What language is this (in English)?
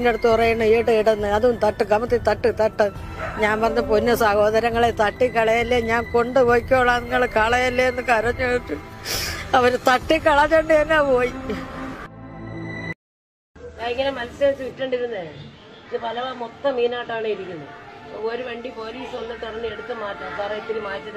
Malayalam